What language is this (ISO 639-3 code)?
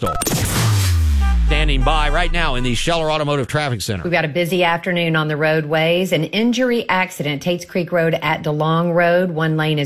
eng